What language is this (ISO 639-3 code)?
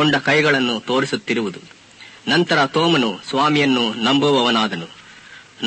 kan